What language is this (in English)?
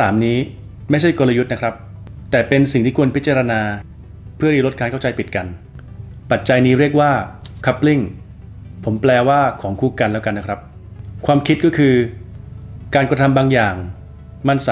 Thai